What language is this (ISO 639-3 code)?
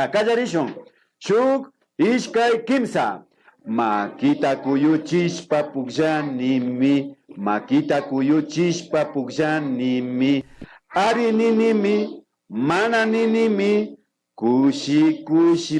qvi